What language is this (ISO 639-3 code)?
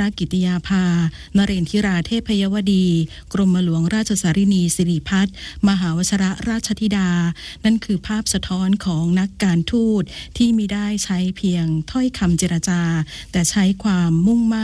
tha